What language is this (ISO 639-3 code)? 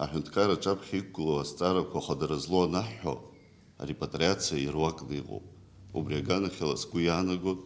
abk